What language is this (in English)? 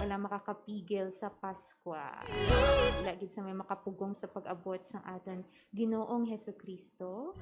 Hiligaynon